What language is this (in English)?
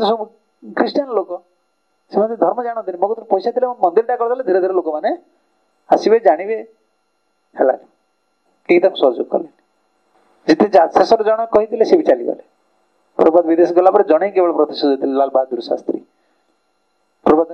Odia